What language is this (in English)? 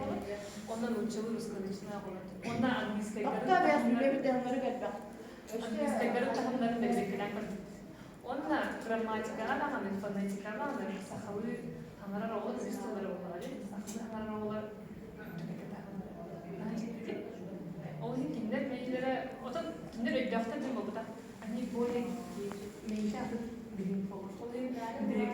Yakut